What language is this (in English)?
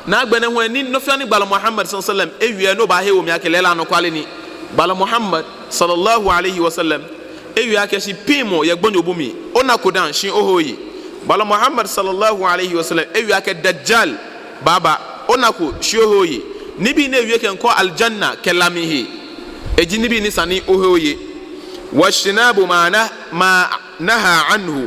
Ga